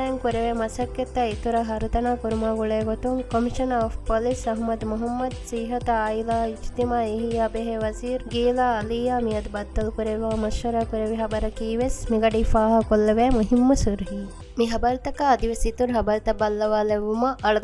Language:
Divehi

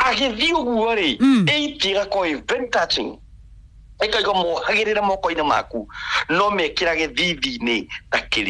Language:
Kikuyu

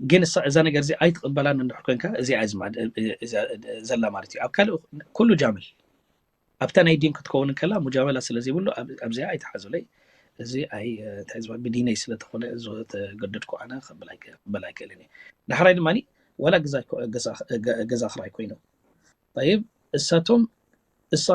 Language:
Tigrinya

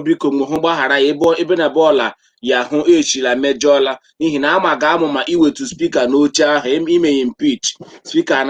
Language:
Igbo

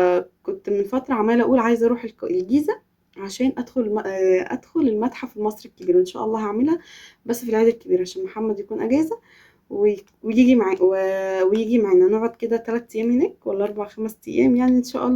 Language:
Egyptian Arabic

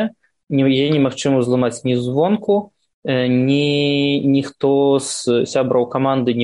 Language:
Belarusian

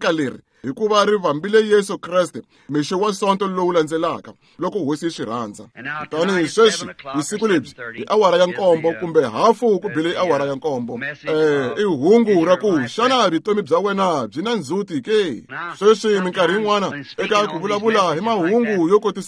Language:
Tsonga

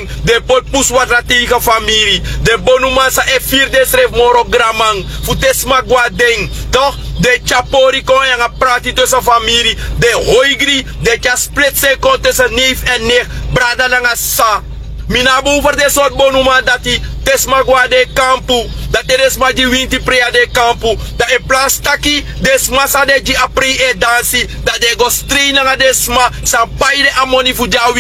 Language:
Sranan Tongo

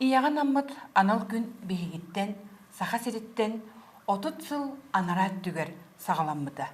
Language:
Yakut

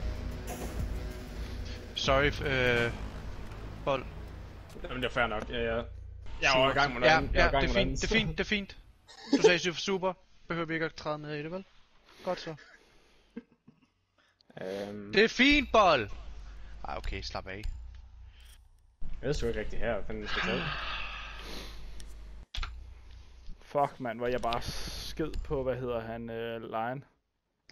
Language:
Danish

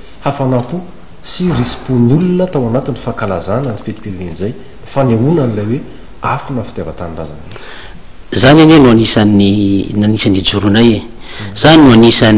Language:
Malagasy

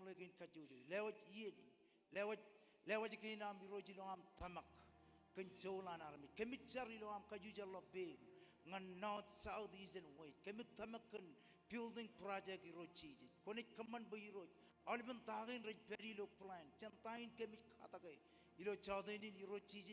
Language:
Marshallese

